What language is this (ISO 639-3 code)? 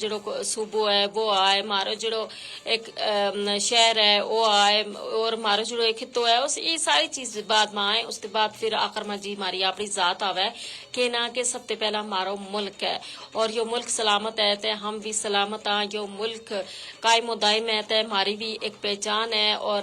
gju